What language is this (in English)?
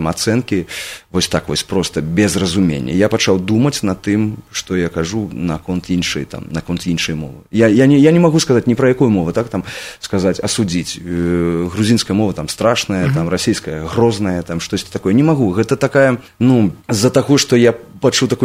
Belarusian